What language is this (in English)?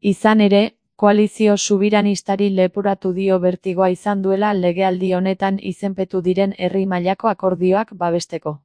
Basque